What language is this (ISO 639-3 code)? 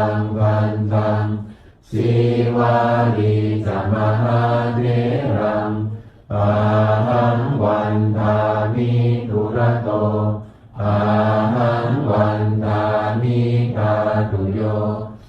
pli